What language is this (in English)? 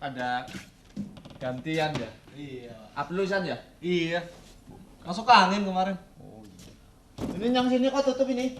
Betawi